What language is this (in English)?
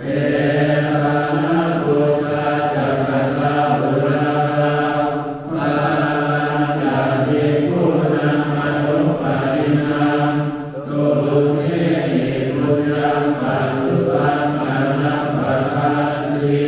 Pali